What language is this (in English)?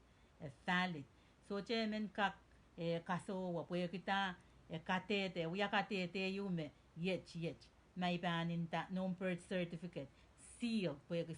Pohnpeian